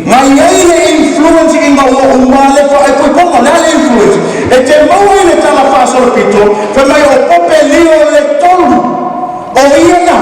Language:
Samoan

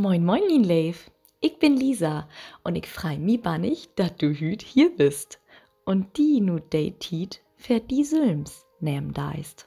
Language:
Low German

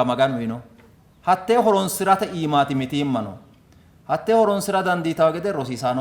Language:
Sidamo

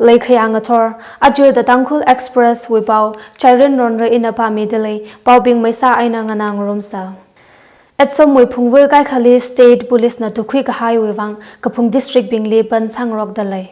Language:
Tangkhul Naga (India)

